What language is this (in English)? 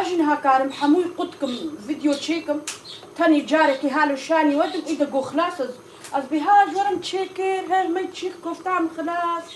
Kurdish